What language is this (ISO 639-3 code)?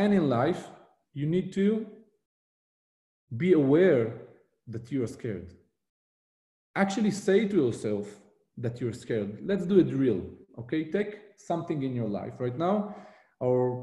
eng